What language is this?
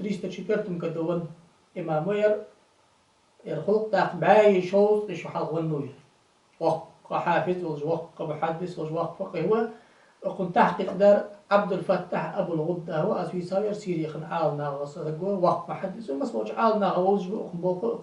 Ingush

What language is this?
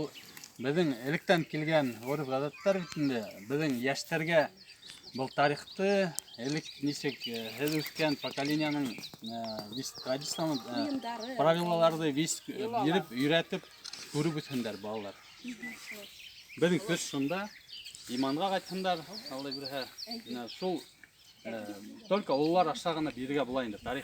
Bashkir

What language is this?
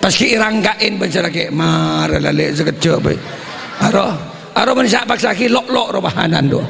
Madurese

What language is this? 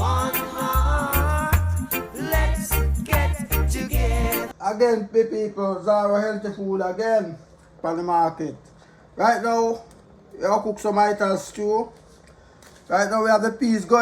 Jamaican Creole English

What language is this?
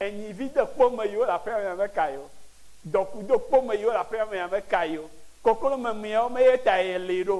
Ewe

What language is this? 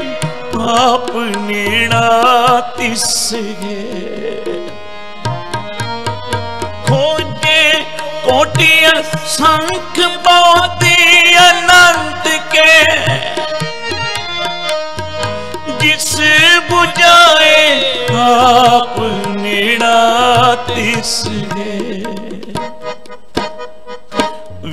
Punjabi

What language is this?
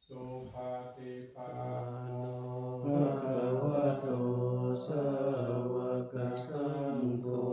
Pali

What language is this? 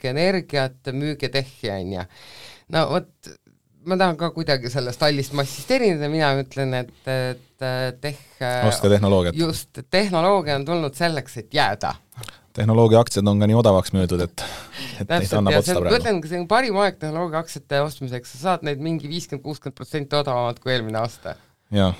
Estonian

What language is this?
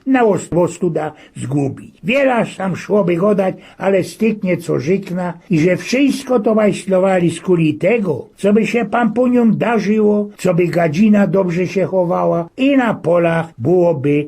Silesian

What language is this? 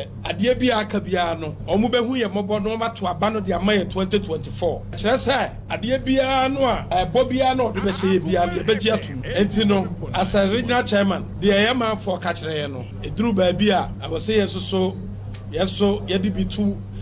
Akan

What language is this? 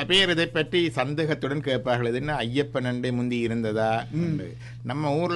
Tamil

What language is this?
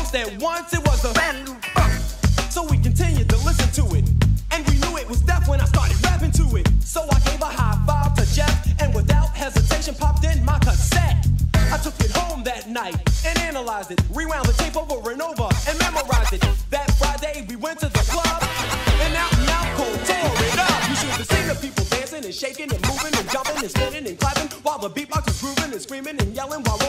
English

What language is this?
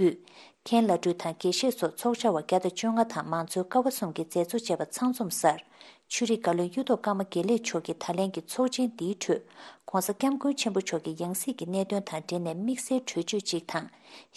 Tibetan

